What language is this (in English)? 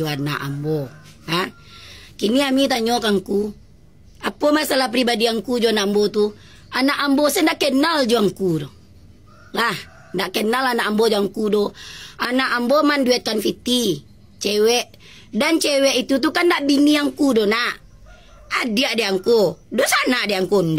Minangkabau